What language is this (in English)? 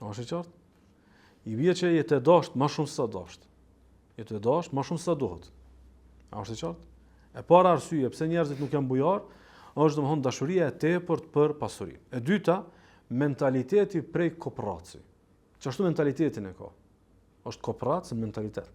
Albanian